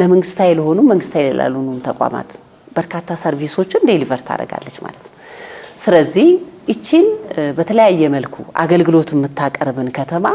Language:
Amharic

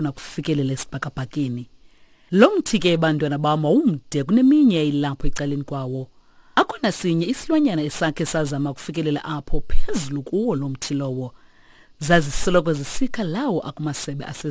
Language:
Xhosa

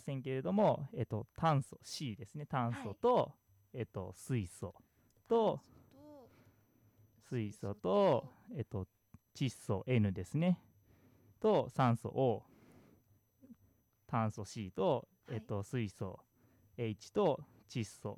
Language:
Japanese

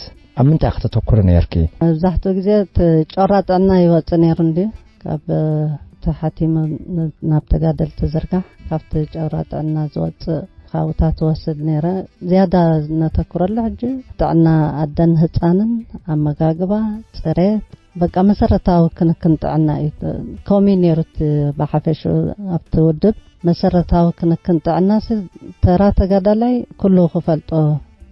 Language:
Tigrinya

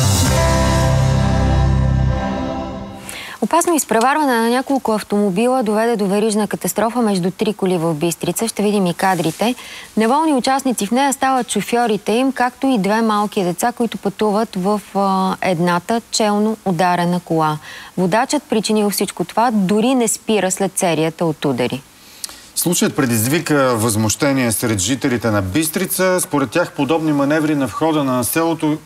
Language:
Bulgarian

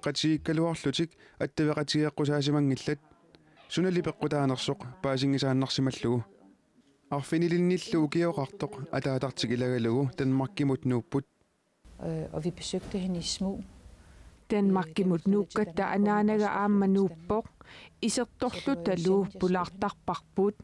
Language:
Kalaallisut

